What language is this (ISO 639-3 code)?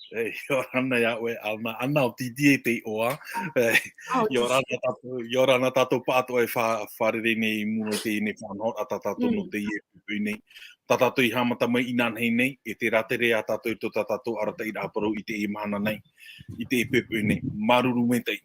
tah